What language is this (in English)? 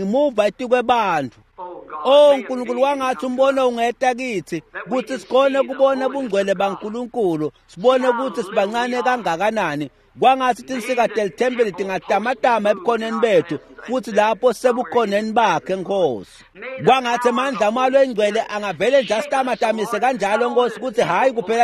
Swati